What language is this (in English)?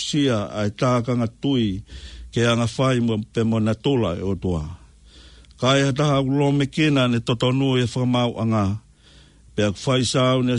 Tongan